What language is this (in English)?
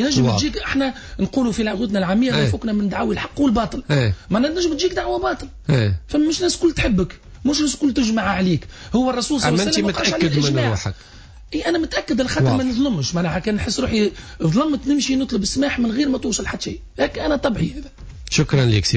Tunisian Arabic